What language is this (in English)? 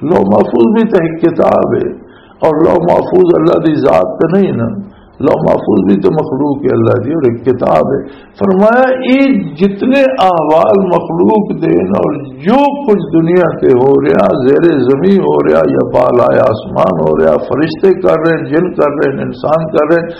Western Panjabi